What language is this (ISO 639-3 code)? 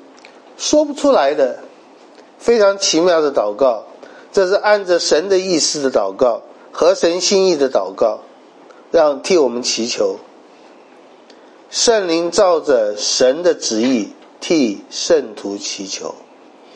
zho